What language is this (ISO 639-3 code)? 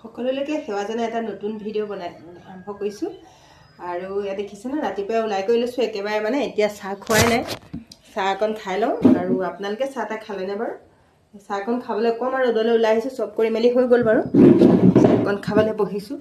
asm